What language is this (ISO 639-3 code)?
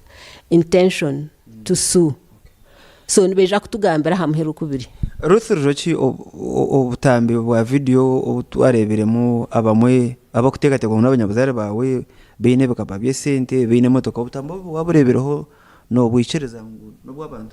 nyn